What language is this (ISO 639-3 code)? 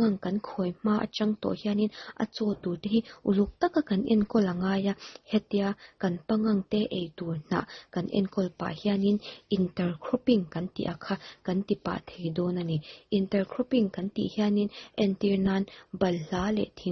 lus